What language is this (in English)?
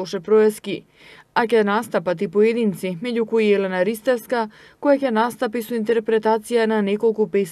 Macedonian